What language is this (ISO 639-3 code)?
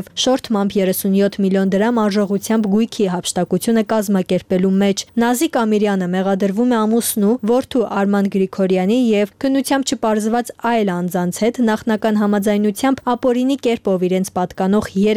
hye